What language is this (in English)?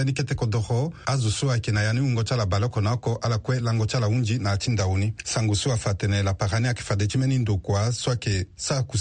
Sango